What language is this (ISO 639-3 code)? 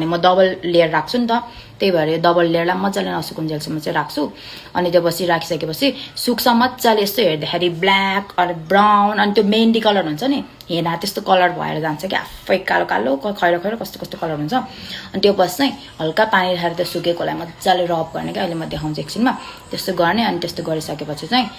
nep